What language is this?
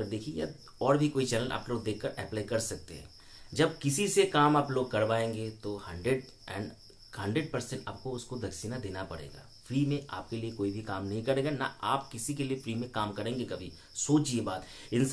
Hindi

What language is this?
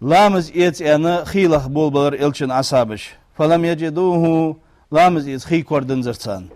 Ingush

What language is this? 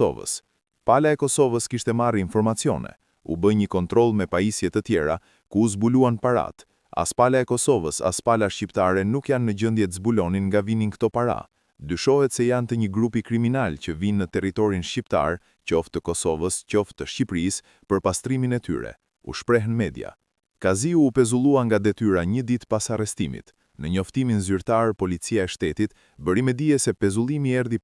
Albanian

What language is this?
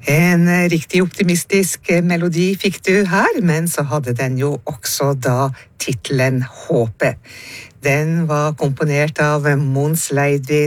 Norwegian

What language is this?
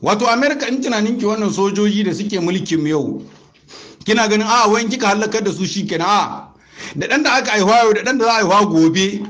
Hausa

